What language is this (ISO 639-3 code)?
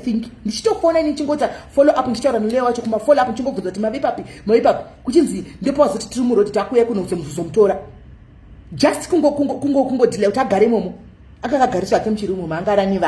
sna